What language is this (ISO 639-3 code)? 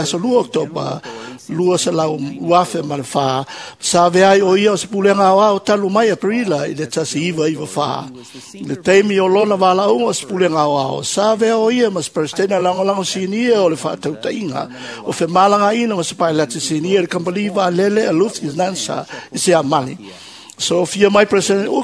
smo